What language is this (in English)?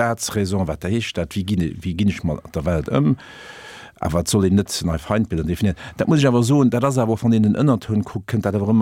Luxembourgish